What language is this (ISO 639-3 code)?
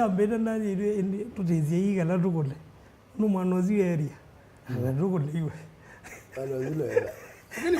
kam